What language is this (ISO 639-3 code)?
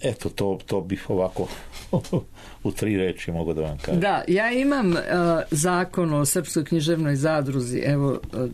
srp